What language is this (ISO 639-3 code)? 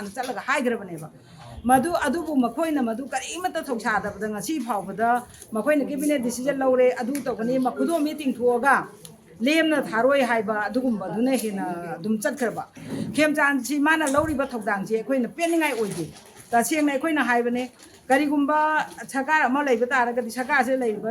mni